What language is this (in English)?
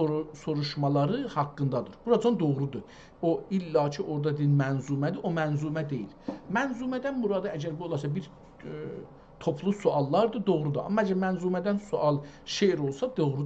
South Azerbaijani